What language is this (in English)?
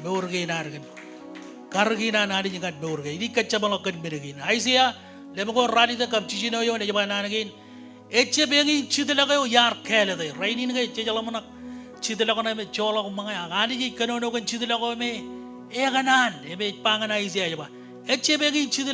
Marshallese